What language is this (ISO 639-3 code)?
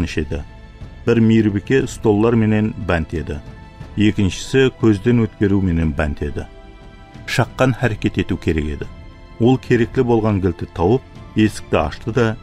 kaa